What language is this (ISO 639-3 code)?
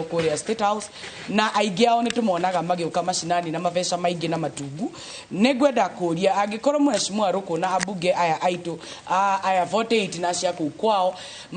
kik